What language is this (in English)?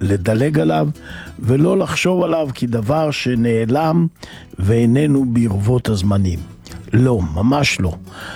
Hebrew